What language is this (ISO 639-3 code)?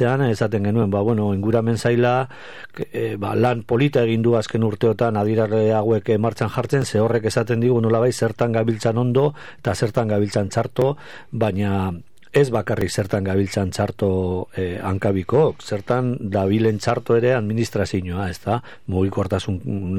eus